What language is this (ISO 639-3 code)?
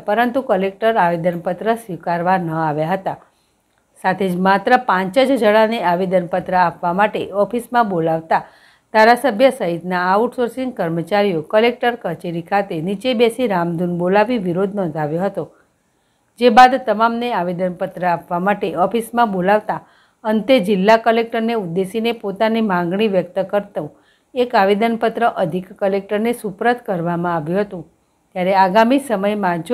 guj